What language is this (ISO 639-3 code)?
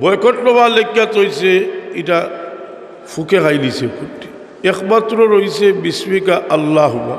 syl